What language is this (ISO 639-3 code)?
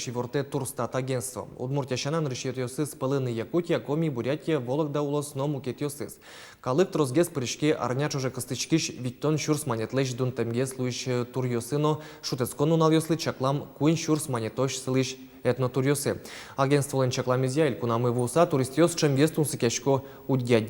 udm